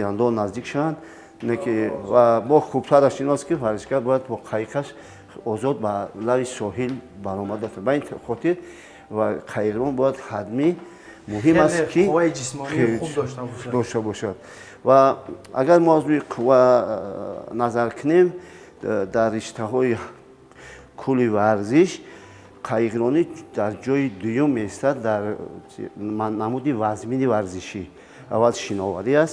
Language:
Tajik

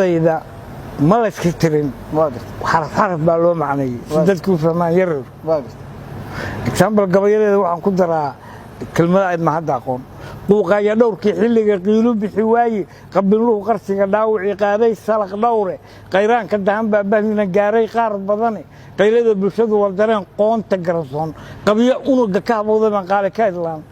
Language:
Somali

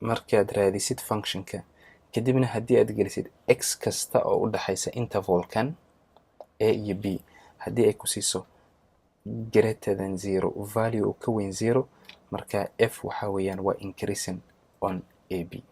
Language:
Somali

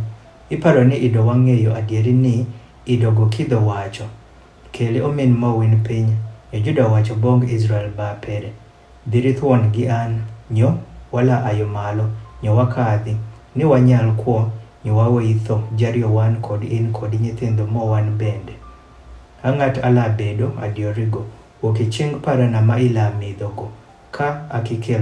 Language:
Adhola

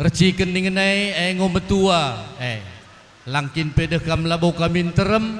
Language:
Batak Karo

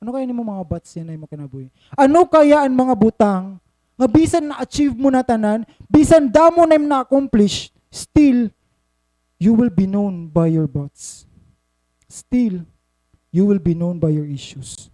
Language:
Waray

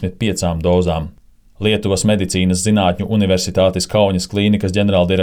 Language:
Latvian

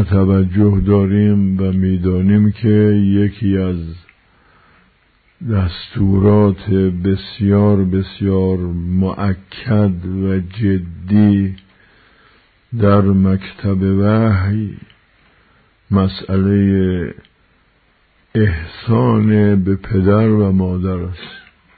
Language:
Persian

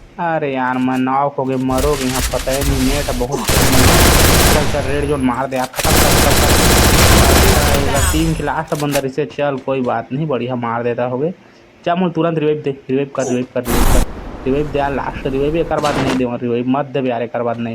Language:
Chhattisgarhi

